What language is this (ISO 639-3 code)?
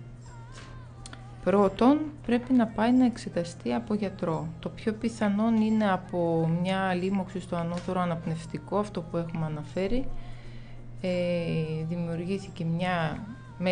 ell